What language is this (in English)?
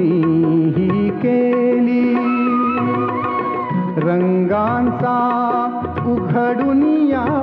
Marathi